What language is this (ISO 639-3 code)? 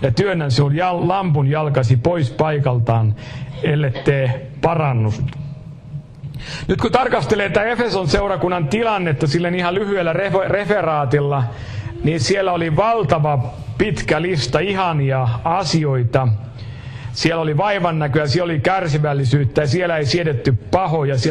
fin